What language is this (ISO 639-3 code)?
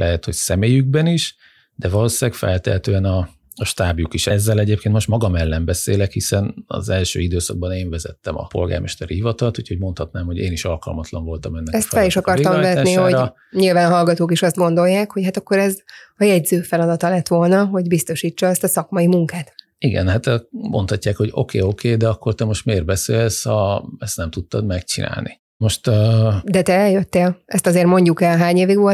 hun